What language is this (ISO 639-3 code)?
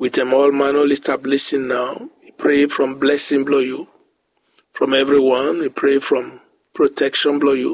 bis